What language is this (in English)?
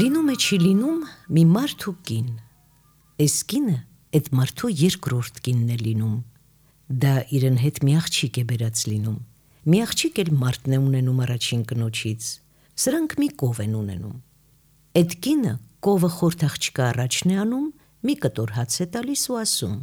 Armenian